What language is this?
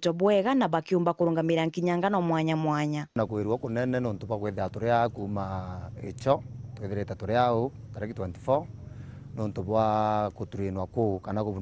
Meru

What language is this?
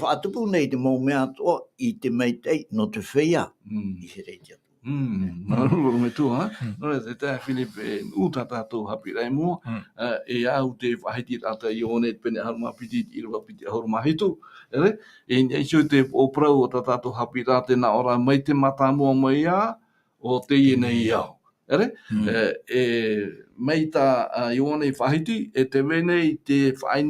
Tahitian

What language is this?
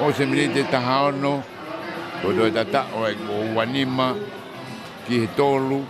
Tongan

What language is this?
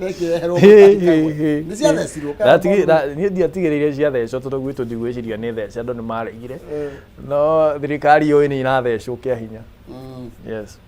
Kikuyu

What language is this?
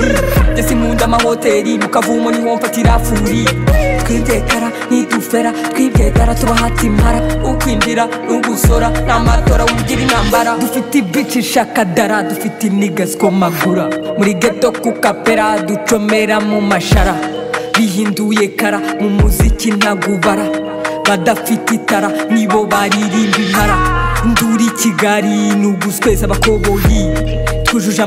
Kinyarwanda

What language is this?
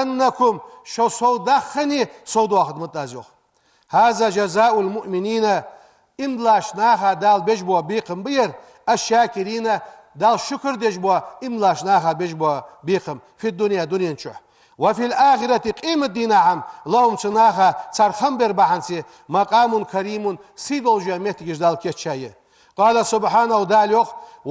Ingush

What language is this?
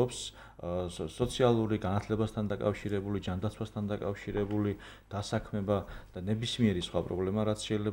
Georgian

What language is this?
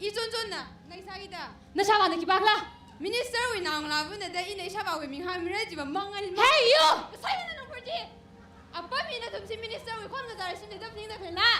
Tangkhul Naga (India)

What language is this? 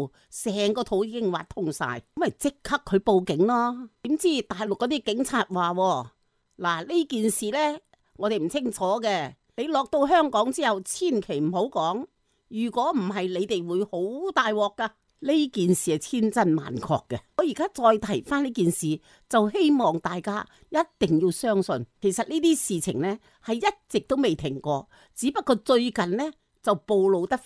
Cantonese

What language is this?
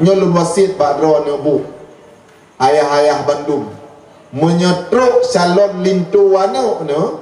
Achinese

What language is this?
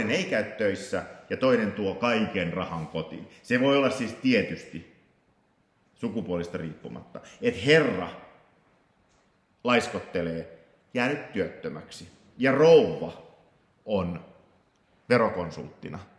Finnish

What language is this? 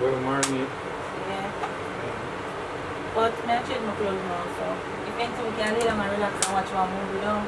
Jamaican Creole English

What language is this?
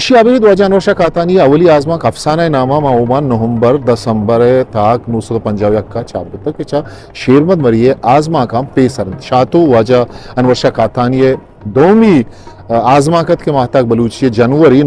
Eastern Balochi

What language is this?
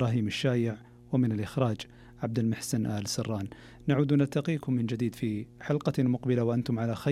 Arabic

